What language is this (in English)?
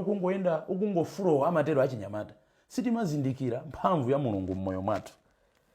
Nyanja